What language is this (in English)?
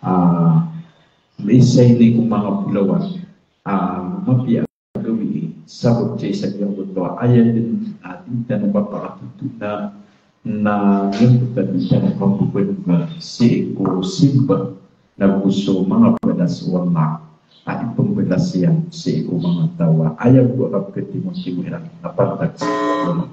Maranao